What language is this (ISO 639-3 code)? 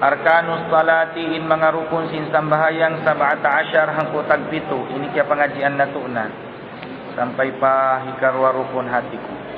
tsg